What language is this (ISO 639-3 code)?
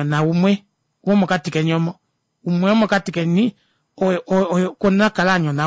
kua